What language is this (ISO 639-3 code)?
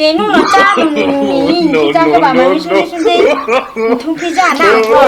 ria